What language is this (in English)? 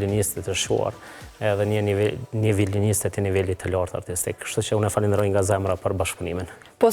Albanian